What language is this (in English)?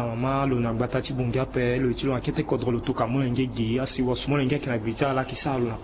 Sango